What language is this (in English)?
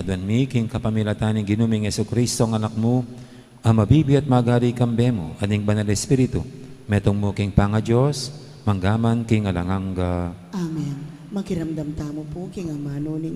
Pampanga